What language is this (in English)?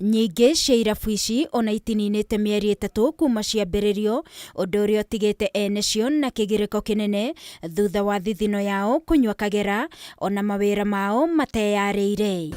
Kikuyu